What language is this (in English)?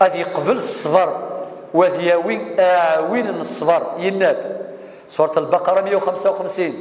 Kabyle